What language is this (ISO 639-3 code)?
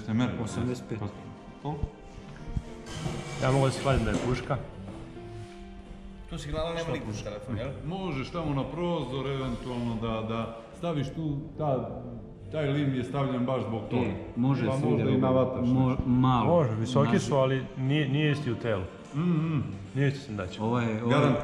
srp